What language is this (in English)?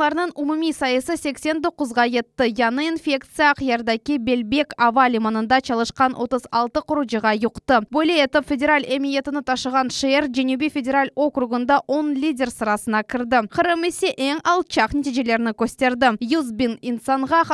Crimean Tatar